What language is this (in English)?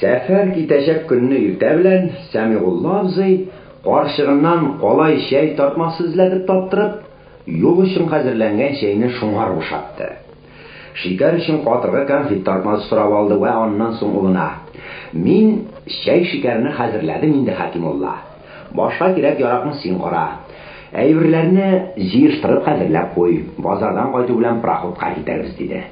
Tatar